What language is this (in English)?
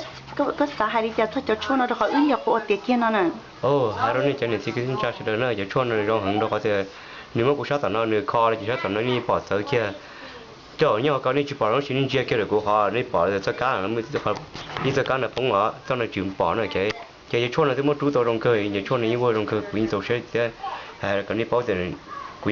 Hmong